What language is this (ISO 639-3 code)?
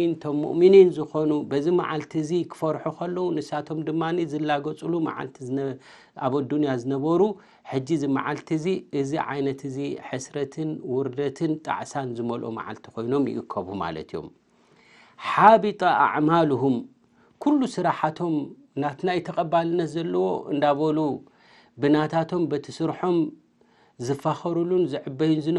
tir